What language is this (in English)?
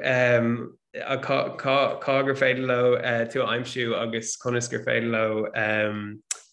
Irish